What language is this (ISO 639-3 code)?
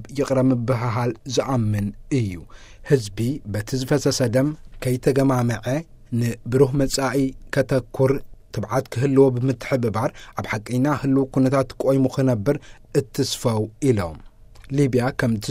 tir